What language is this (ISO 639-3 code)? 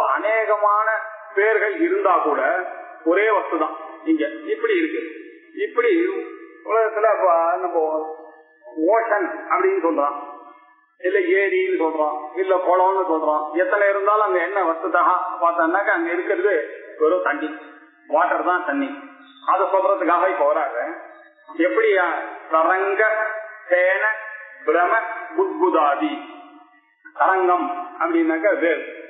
tam